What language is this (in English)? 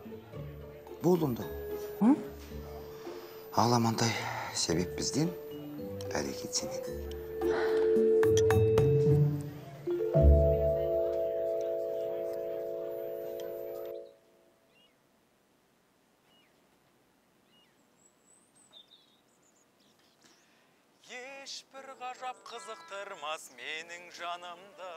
Kazakh